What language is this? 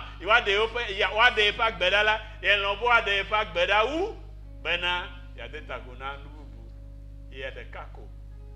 Ewe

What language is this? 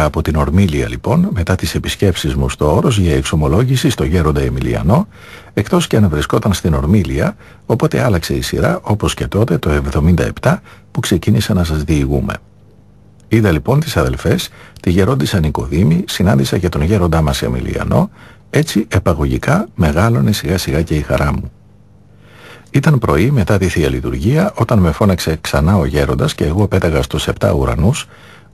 Greek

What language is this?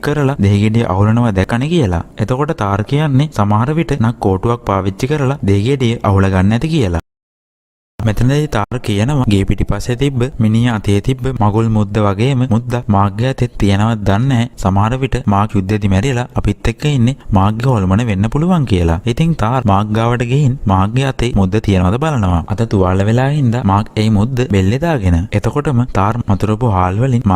Sinhala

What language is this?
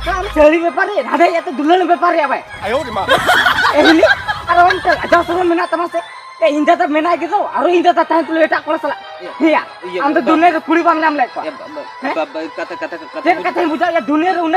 Santali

